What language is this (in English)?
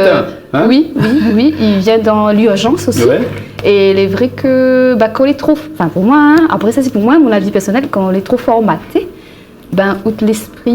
Réunion Creole French